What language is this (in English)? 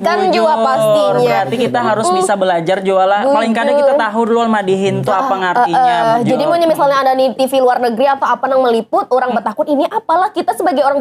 Banjar